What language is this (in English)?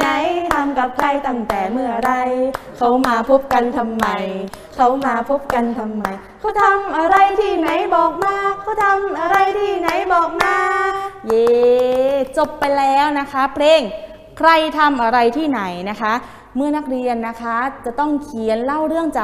Thai